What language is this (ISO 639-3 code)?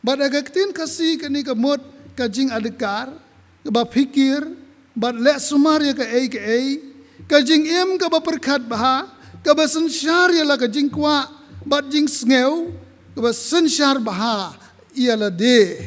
kha